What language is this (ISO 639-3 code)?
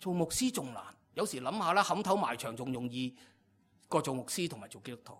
yue